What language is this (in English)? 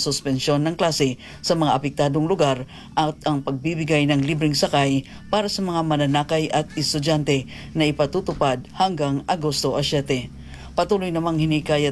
Filipino